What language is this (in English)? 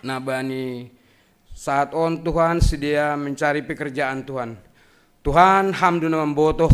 Batak Simalungun